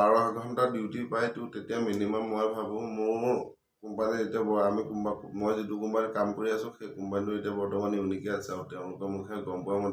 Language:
Assamese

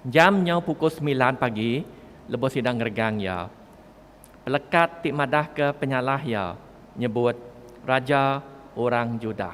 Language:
Iban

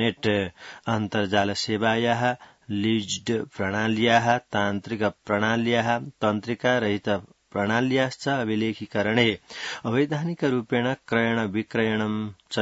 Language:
Sanskrit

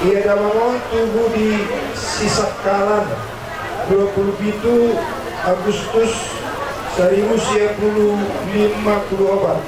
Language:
Batak Toba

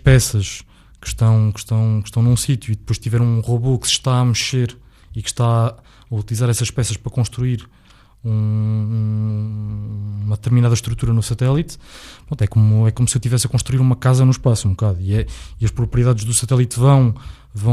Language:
Portuguese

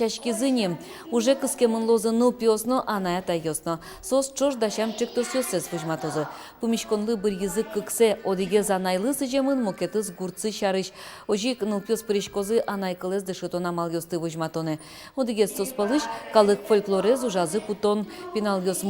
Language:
Udmurt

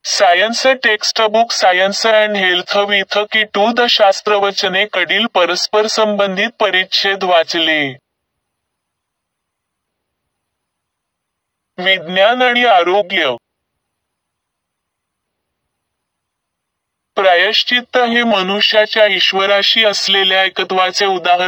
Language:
Marathi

